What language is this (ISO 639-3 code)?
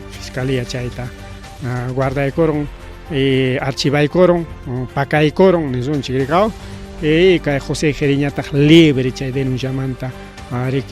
quy